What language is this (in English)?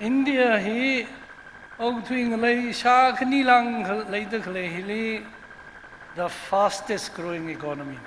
Tangkhul Naga (India)